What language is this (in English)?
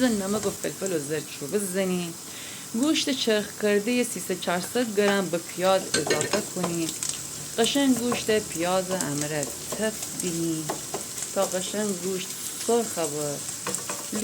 Gilaki